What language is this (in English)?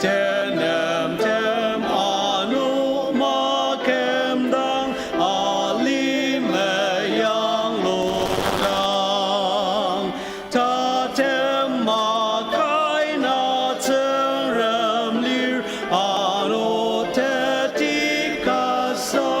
Ao Naga